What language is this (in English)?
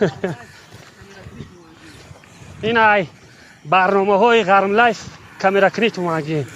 Tajik